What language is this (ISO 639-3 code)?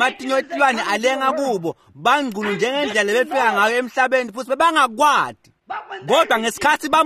ssw